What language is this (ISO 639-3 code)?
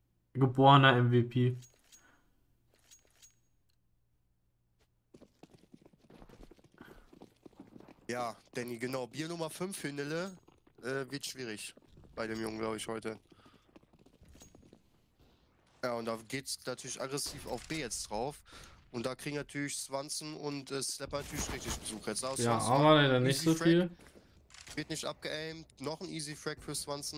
deu